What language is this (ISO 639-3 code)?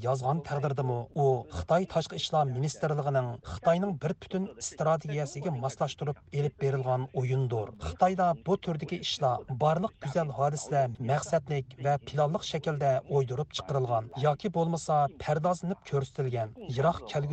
uig